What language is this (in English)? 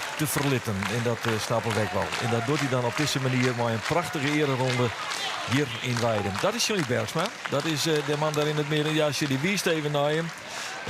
Western Frisian